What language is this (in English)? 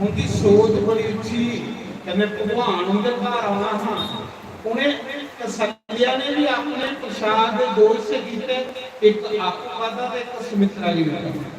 Dogri